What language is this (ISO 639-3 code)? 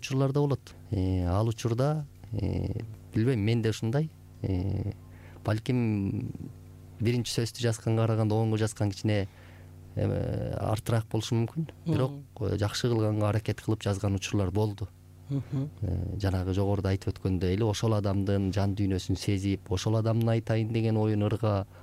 kir